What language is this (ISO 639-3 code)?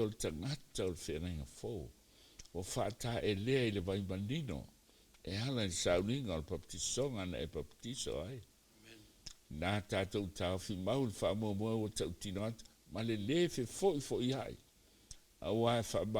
smo